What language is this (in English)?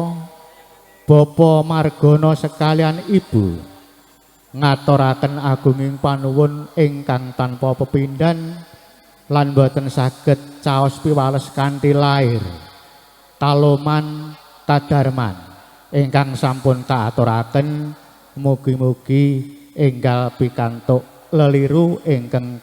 Javanese